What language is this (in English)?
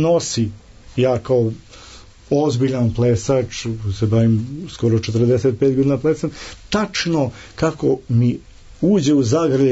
Serbian